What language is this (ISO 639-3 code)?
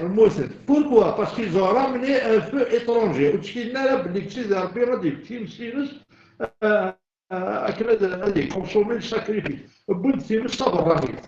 kab